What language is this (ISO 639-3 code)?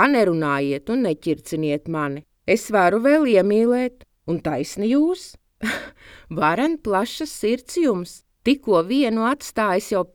lav